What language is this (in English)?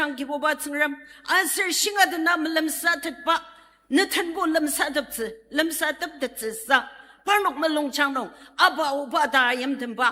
Ao Naga